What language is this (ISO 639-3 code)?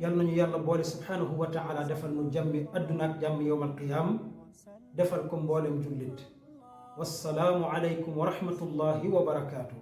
wol